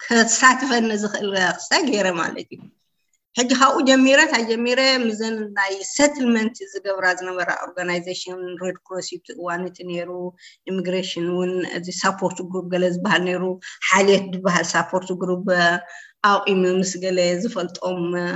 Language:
Tigrinya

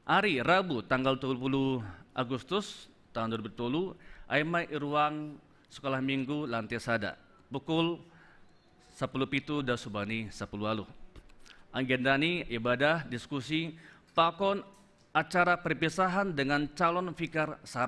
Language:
Batak Simalungun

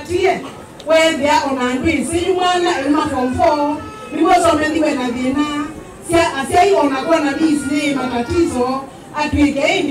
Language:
Kamba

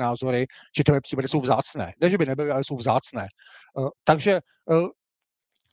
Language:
Czech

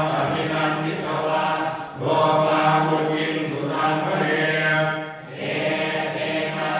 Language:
Pali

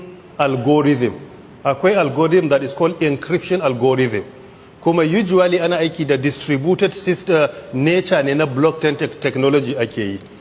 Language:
Hausa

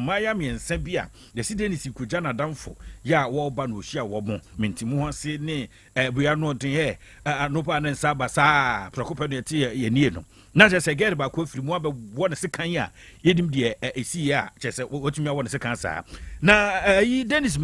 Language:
Akan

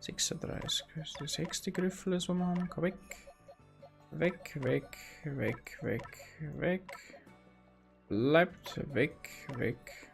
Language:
Bavarian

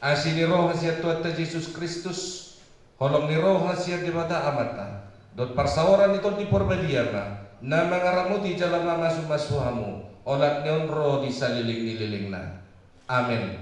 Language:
Batak Toba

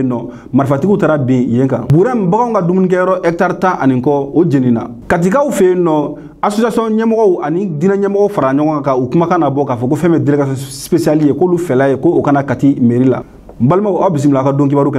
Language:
Bambara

